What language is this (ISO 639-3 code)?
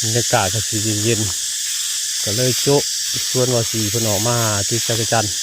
tts